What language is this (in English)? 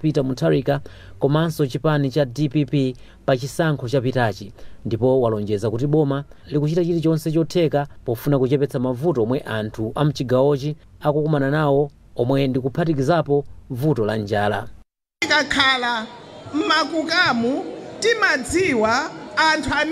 Nyanja